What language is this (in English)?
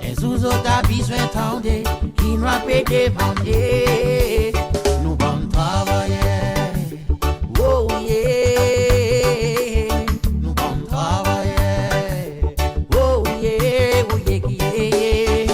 Seselwa Creole French